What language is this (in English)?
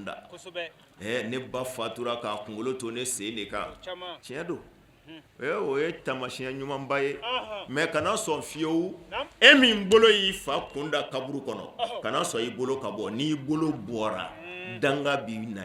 Bambara